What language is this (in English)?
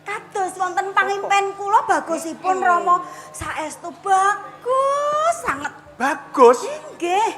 Javanese